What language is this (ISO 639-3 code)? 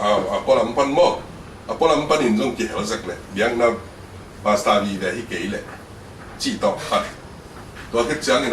ctd